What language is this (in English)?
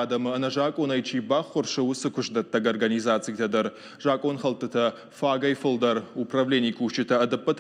Ossetic